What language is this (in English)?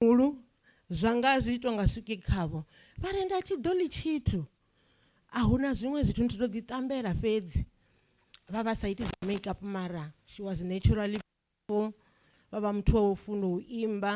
Venda